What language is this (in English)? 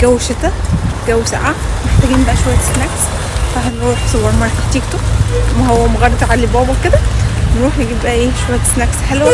Egyptian Arabic